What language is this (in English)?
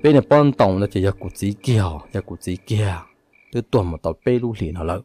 Hmong